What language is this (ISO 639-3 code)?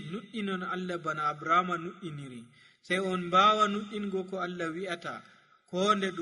fuv